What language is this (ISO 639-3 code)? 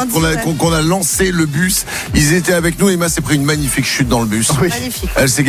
fra